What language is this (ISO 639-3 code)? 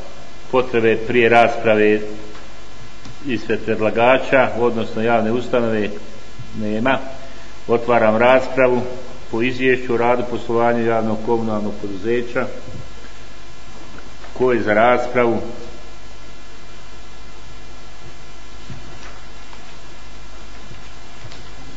bos